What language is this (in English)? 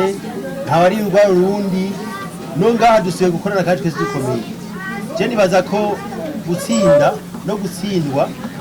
Rundi